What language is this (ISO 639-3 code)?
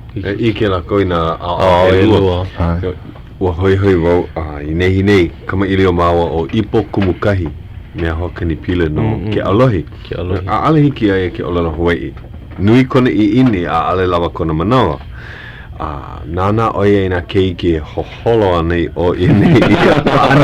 haw